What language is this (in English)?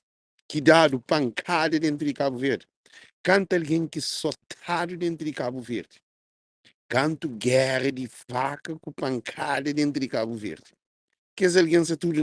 Kabuverdianu